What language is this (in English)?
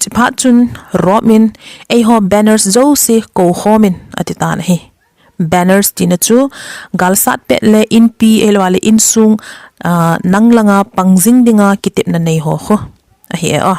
Thado Chin